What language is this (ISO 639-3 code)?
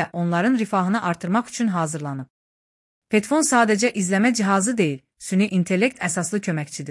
aze